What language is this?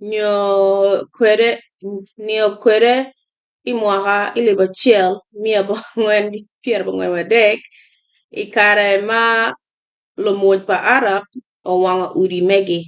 Acoli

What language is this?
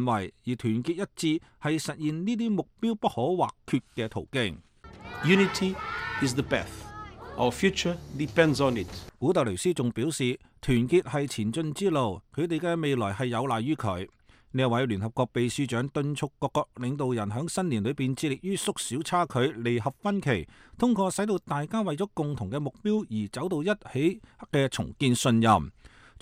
Cantonese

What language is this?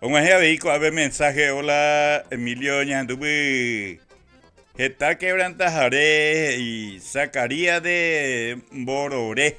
Guarani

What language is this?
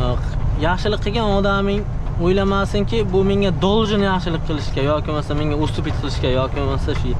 Uzbek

